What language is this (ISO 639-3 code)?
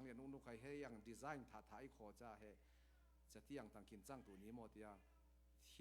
cfm